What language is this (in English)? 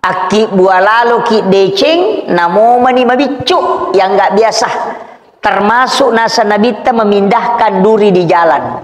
Buginese